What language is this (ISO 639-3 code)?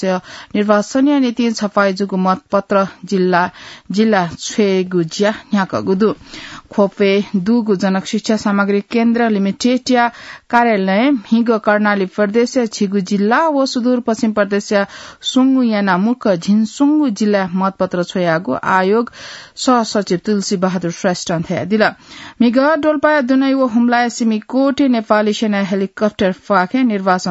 new